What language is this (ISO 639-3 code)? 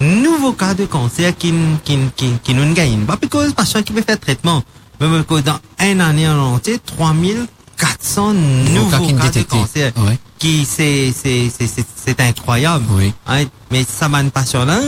mfe